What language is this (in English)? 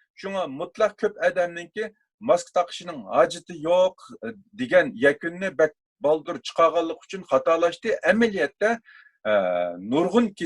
Uyghur